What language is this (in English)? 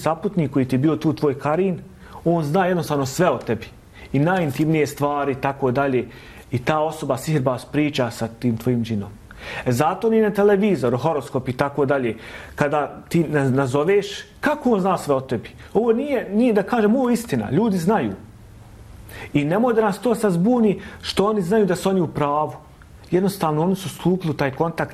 Bosnian